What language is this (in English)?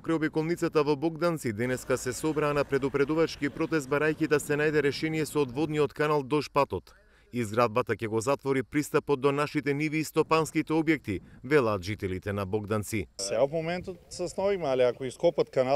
Macedonian